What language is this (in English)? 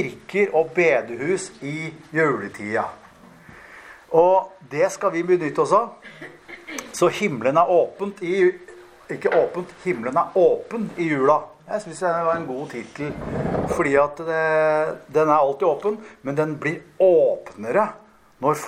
Norwegian